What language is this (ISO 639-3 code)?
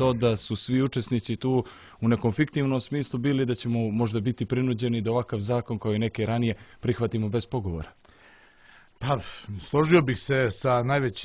srp